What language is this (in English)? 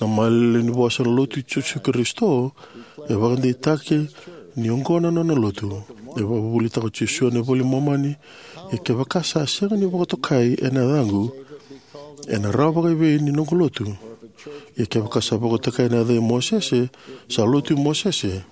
Fijian